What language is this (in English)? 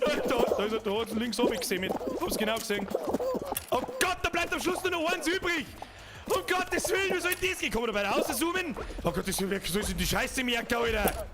Bavarian